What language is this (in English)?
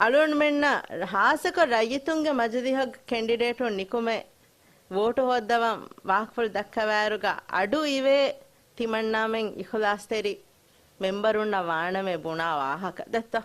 Divehi